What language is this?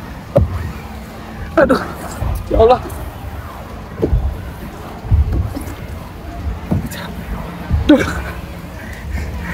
Indonesian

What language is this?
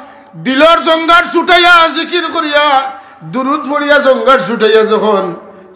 Sylheti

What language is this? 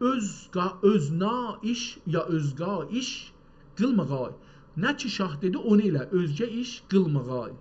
South Azerbaijani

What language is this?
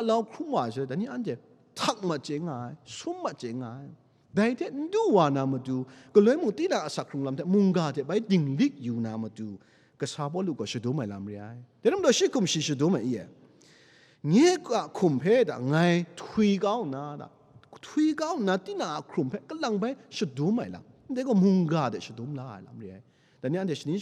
Kachin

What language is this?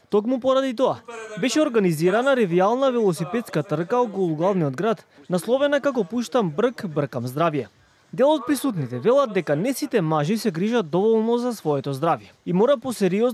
Macedonian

